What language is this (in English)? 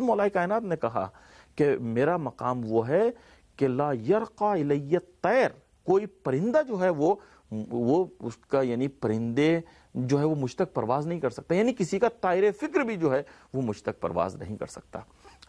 Urdu